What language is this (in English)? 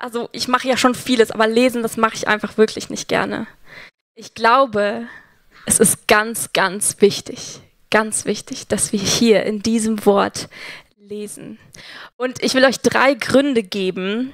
Swiss German